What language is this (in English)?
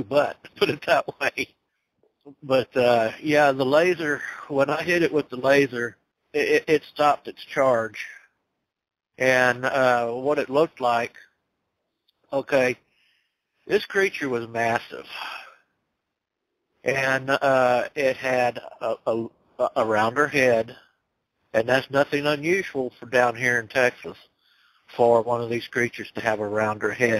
English